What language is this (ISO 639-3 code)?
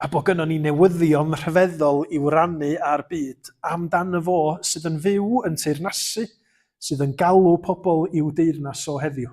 cym